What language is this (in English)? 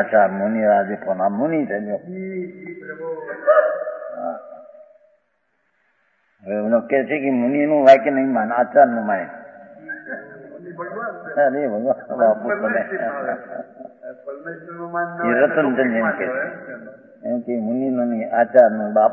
Gujarati